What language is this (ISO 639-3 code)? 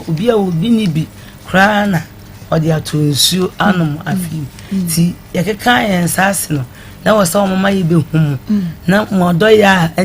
aka